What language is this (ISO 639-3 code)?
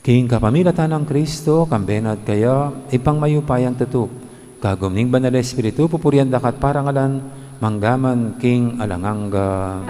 pam